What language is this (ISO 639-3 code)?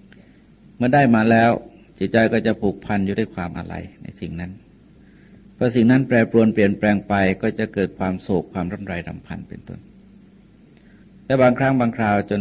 tha